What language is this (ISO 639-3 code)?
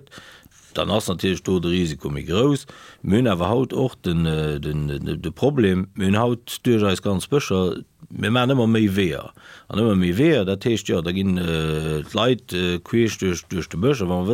ltz